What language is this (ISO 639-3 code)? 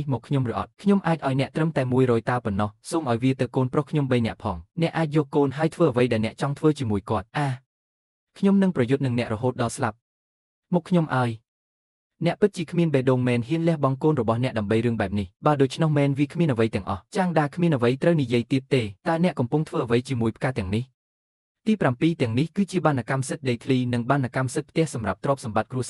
khm